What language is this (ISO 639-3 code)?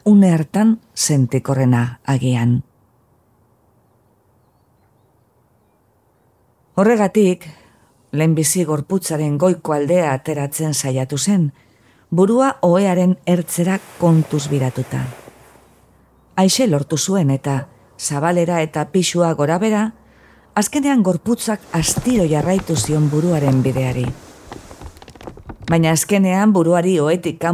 eus